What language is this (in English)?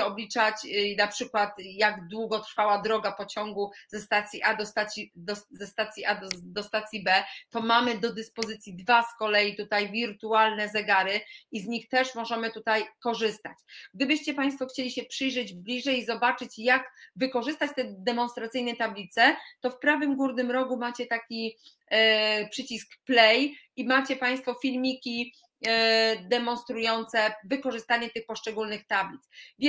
Polish